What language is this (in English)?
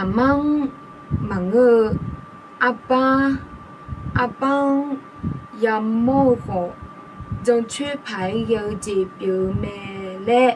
Akha